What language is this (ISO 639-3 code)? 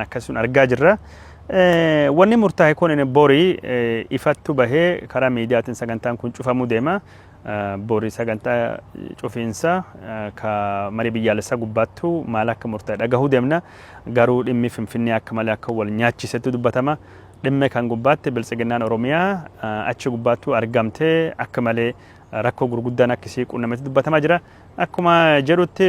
orm